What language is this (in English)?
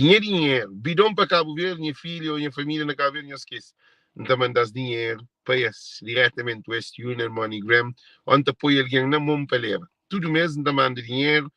Kabuverdianu